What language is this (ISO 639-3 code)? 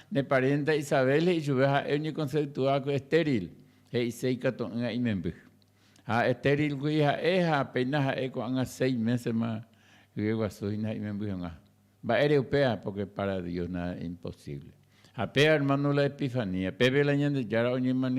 grn